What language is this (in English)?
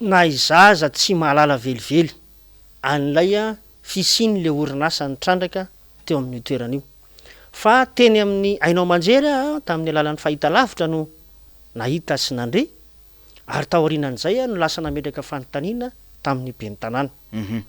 Malagasy